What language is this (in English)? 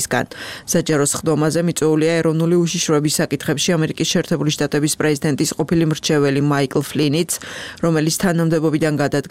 Georgian